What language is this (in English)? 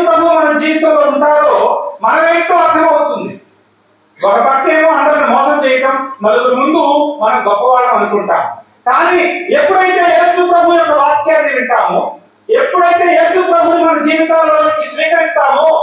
Telugu